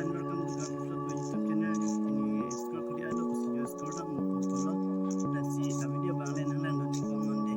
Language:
Karbi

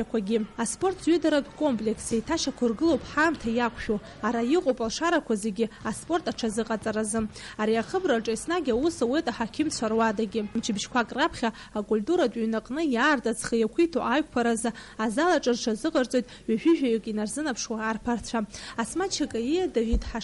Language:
Abkhazian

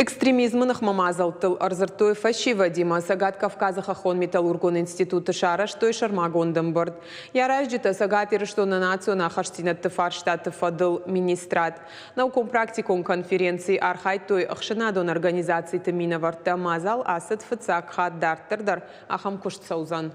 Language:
Ossetic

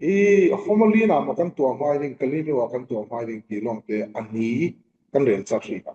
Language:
Falam Chin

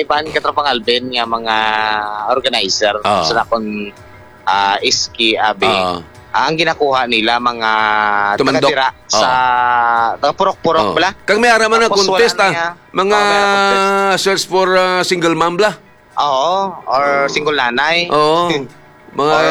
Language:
Hiligaynon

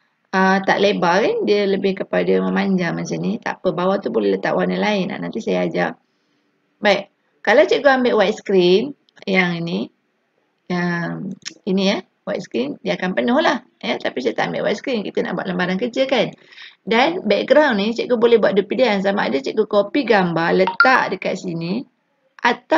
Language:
Malay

